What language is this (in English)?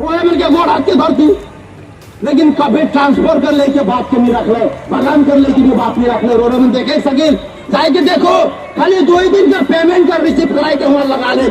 Sadri